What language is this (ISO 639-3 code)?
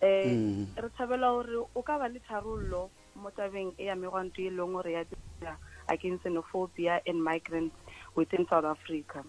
nso